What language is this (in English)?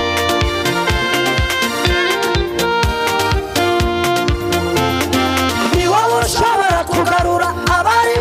Kinyarwanda